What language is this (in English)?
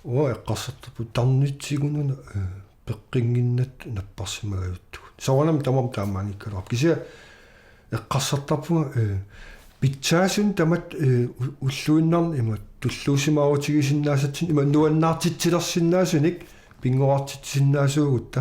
Kalaallisut